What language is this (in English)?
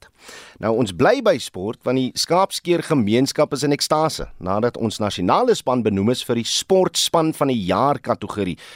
Afrikaans